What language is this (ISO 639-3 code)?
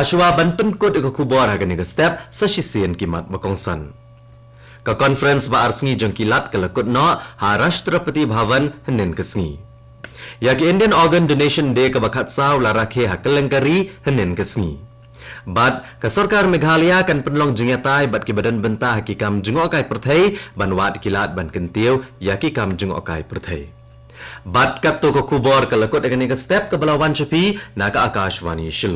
kha